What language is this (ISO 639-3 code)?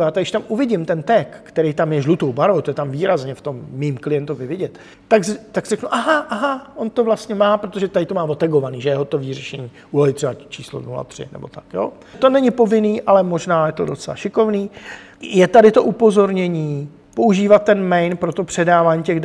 ces